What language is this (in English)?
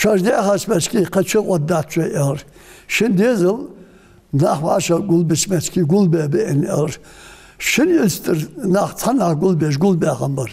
Ingush